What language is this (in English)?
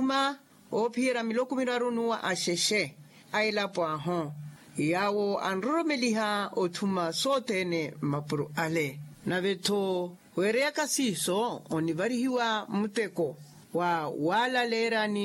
Makhuwa